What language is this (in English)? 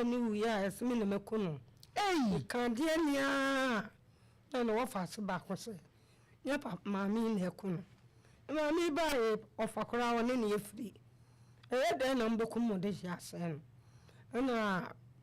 Akan